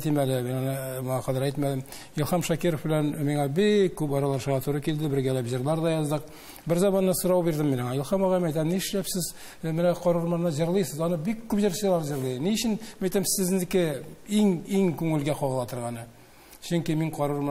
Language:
Tatar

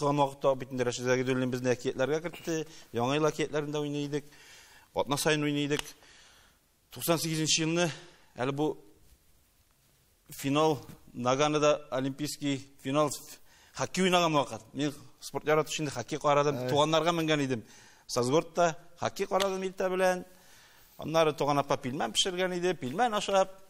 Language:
Tatar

